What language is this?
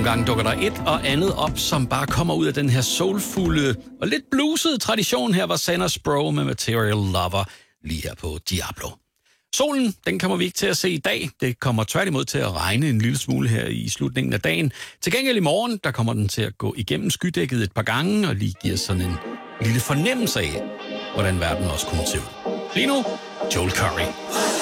Danish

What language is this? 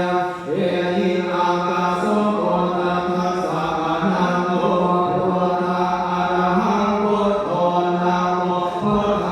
Pali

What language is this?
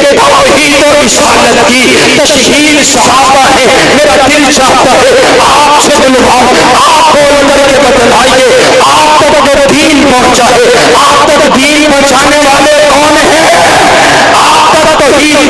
Urdu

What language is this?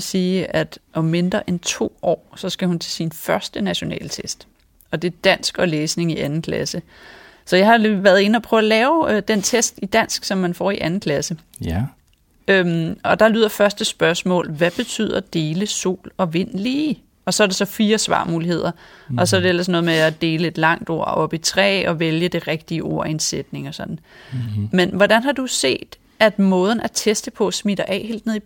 Danish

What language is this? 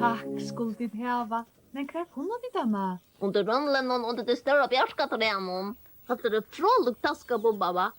Faroese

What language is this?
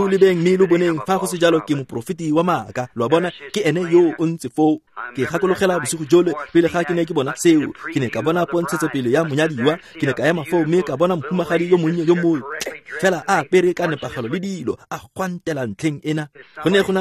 Tswana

